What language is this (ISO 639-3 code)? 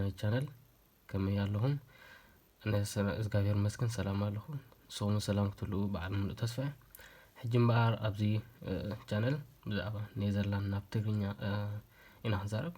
tir